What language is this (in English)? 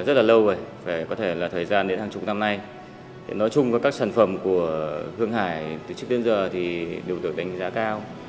Vietnamese